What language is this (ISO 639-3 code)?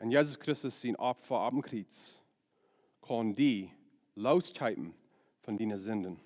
pdt